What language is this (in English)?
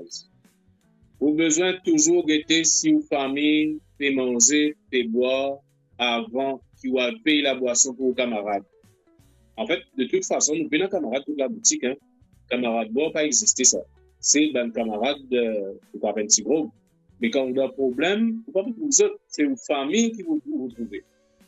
Morisyen